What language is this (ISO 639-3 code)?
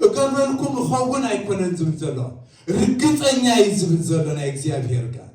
tir